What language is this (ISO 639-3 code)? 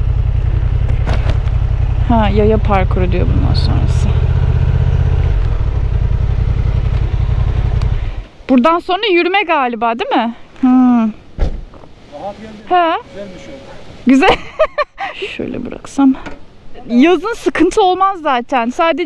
tur